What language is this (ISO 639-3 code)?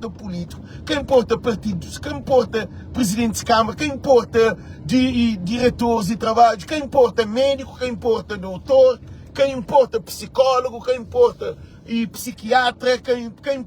kea